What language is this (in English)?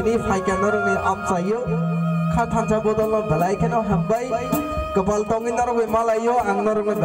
Kok Borok